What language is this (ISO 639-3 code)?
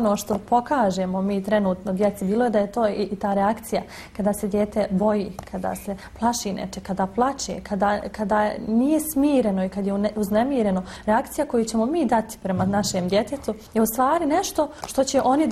bos